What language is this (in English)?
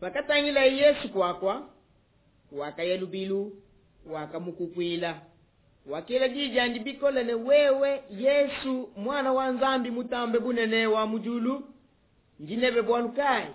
Luba-Lulua